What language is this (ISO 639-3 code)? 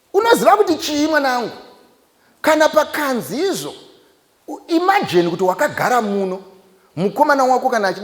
sna